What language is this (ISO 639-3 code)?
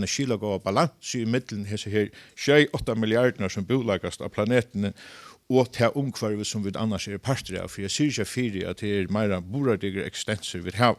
fao